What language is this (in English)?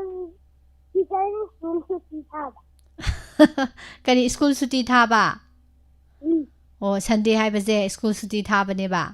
Manipuri